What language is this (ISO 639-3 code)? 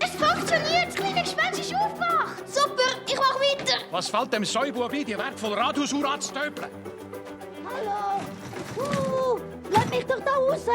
gsw